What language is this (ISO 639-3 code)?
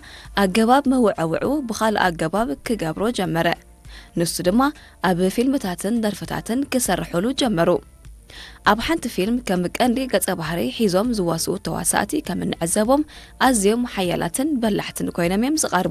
tir